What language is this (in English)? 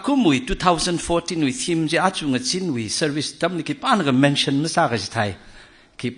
Tangkhul Naga (India)